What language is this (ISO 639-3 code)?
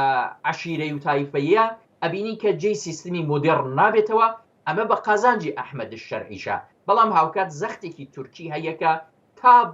ckb